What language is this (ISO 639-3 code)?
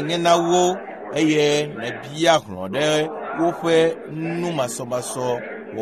ewe